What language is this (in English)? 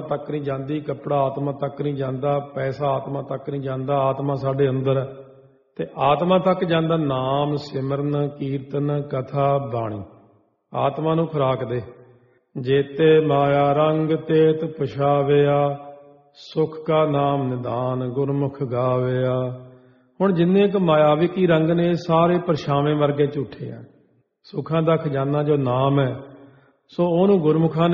Punjabi